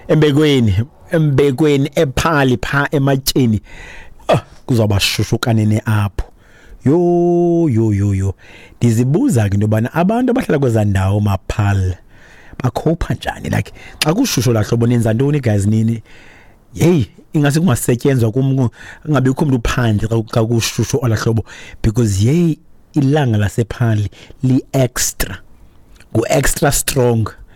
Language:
Xhosa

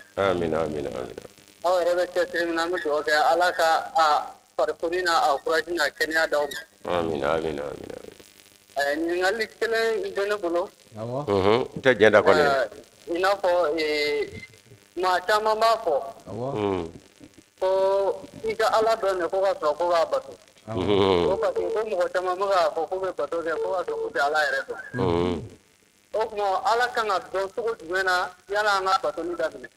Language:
Bambara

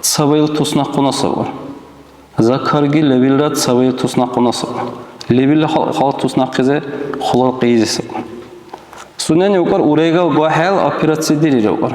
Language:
Dargwa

